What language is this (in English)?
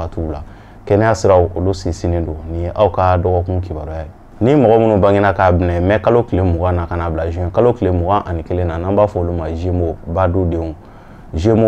Bambara